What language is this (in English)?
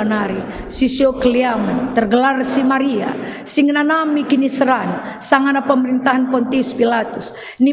Batak Karo